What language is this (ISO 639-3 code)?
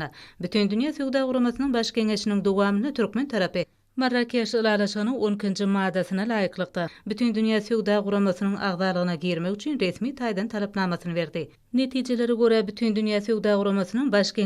tuk